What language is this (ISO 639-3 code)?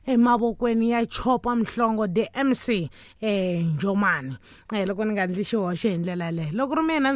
tso